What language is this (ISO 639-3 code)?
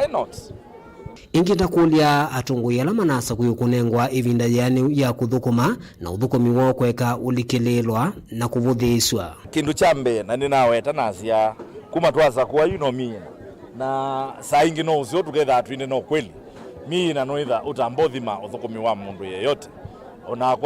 kam